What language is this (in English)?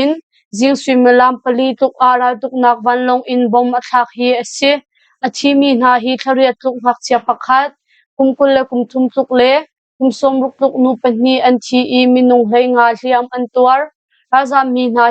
Hakha Chin